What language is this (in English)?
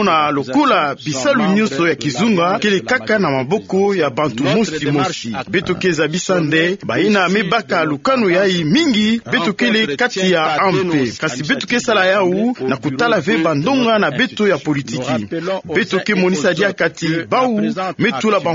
Kituba (Democratic Republic of Congo)